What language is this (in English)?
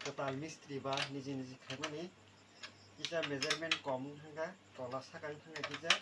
Kok Borok